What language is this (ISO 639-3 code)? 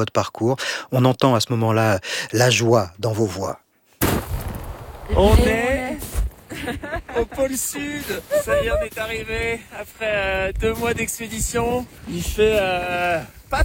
fra